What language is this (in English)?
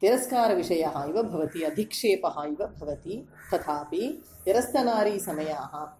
Sanskrit